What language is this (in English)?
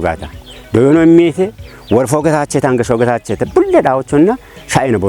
Kafa